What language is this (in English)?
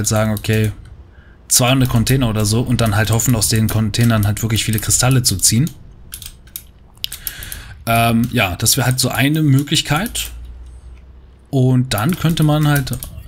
German